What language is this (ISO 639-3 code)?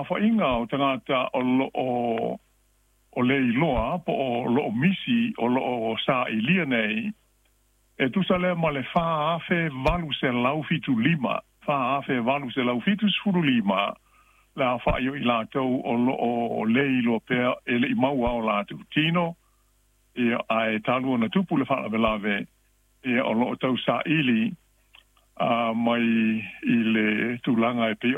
smo